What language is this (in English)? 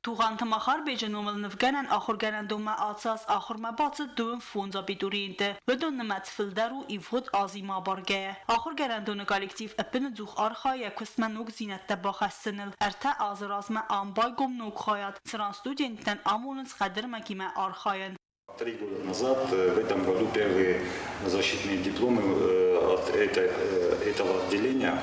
Ossetic